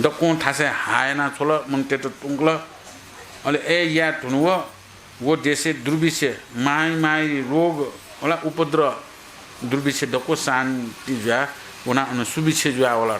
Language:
Newari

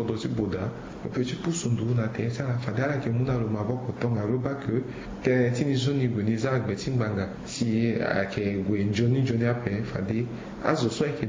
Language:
Sango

